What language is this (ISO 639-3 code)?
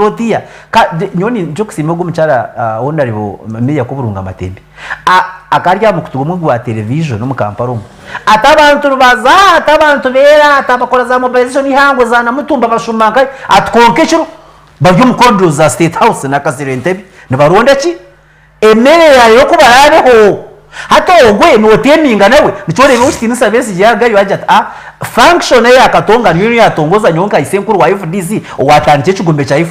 nyn